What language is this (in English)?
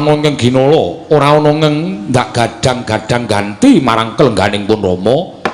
Javanese